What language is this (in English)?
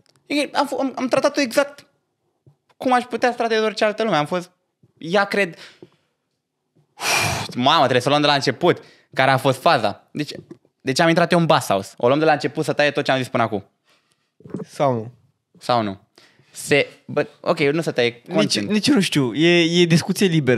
Romanian